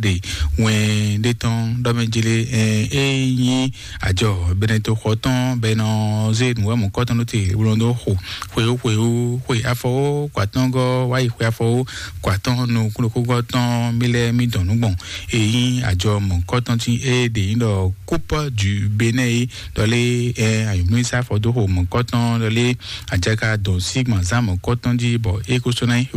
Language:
Fon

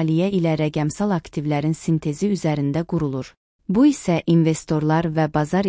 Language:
Azerbaijani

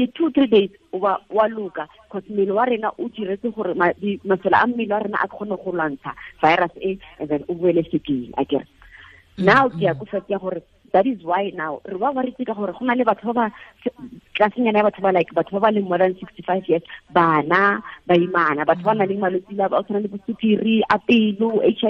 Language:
Tswana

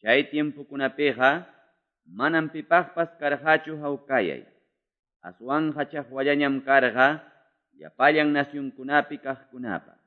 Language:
Quechua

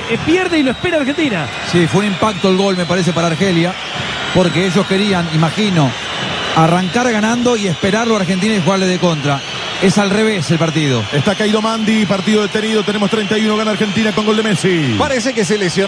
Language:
Spanish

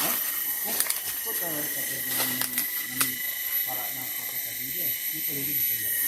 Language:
Minangkabau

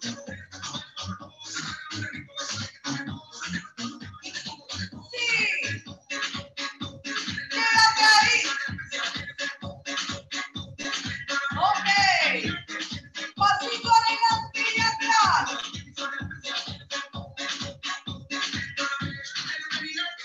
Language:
Spanish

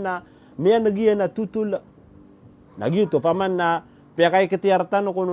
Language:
Maranao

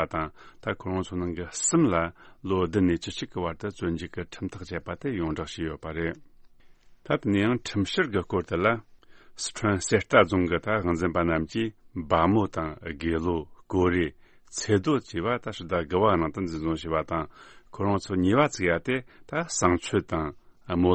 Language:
Tibetan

